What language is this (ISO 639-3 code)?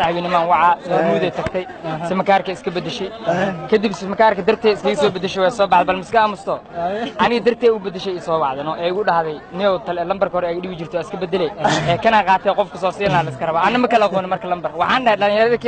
som